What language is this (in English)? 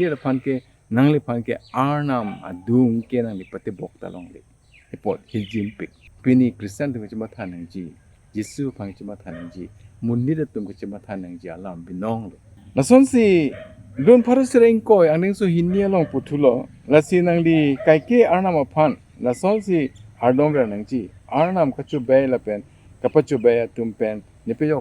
Karbi